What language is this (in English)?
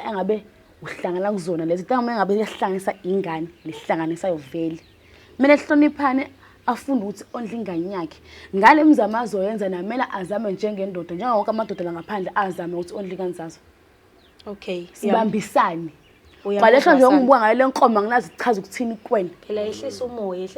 Zulu